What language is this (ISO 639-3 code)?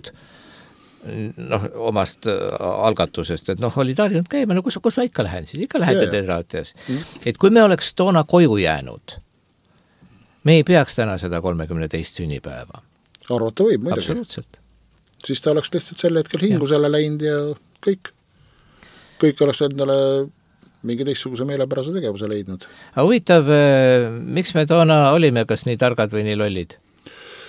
est